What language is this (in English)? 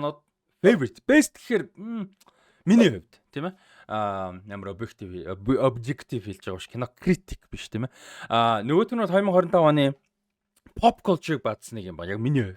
Mongolian